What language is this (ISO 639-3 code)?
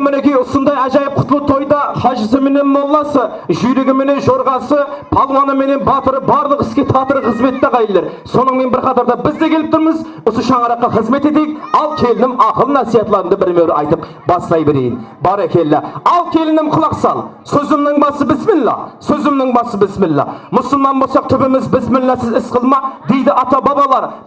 kaa